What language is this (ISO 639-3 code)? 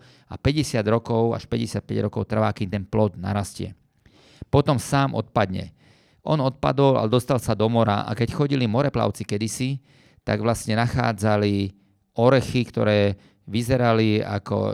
slk